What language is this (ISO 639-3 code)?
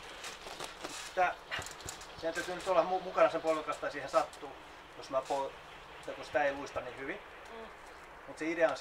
fin